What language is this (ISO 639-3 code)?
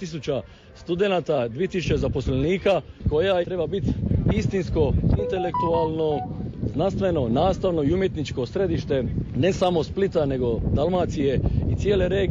hrv